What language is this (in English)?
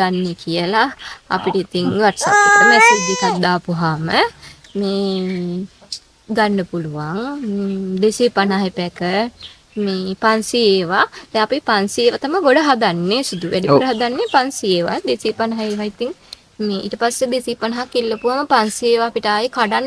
Sinhala